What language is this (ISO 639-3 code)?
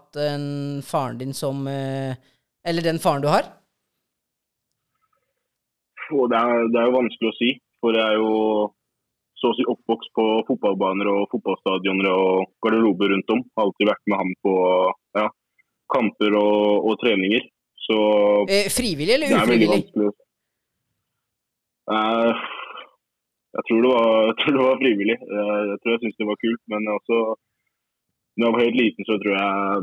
nor